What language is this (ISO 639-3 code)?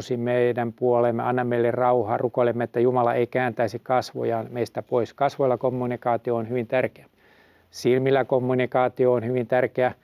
fin